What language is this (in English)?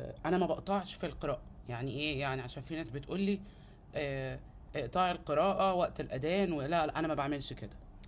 Egyptian Arabic